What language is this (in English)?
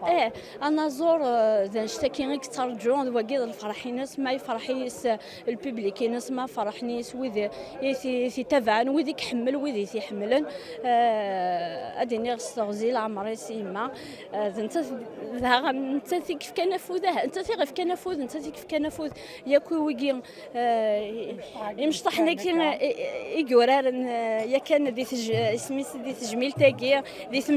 Kabyle